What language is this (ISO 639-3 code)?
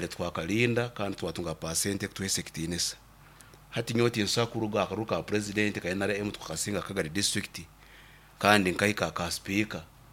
nyn